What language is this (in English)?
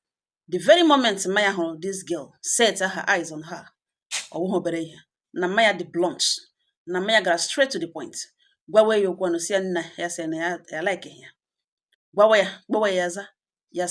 Igbo